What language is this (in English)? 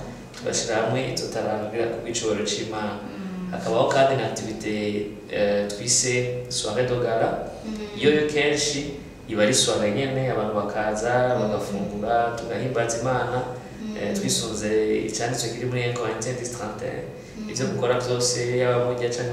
Rundi